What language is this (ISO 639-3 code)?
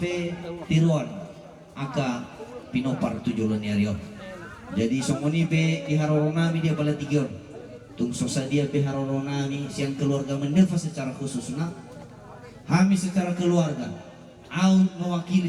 bbc